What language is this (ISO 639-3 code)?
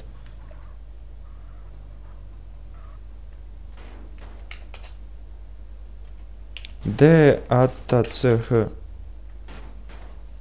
bos